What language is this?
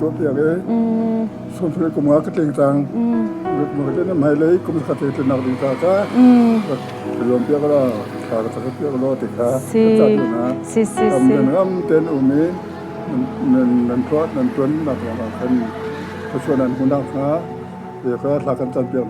Hakha Chin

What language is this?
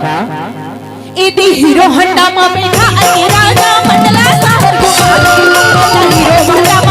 Chhattisgarhi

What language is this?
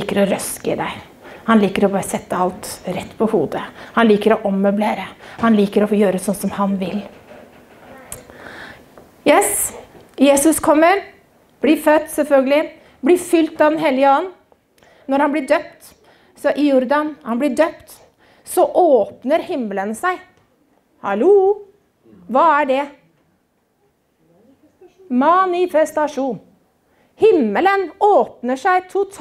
Norwegian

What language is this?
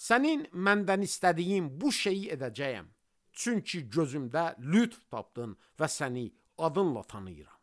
Azerbaijani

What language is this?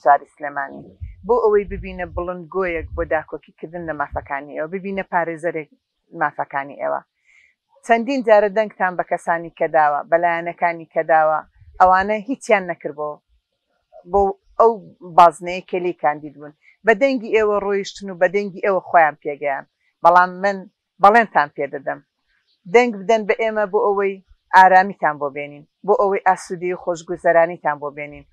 Central Kurdish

